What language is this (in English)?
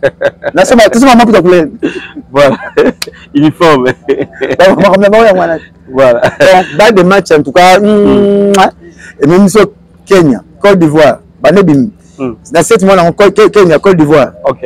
Lingala